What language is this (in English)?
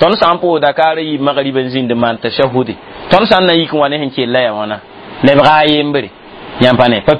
Mossi